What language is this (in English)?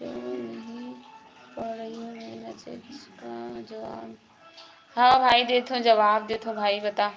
Chhattisgarhi